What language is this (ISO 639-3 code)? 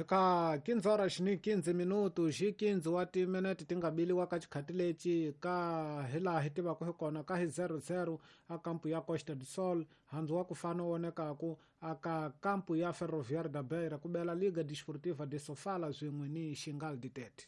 tso